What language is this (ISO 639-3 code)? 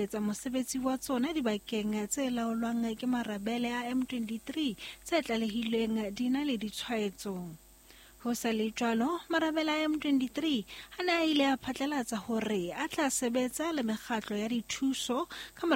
sot